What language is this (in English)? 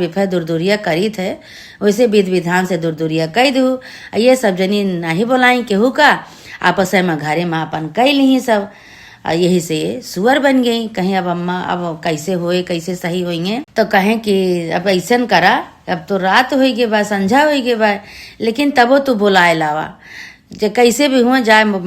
Awadhi